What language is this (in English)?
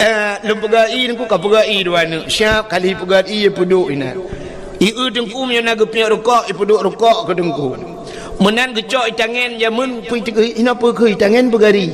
Achinese